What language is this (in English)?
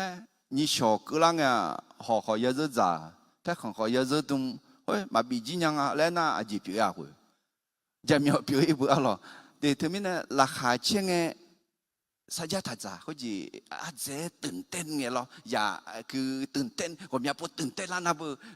Akha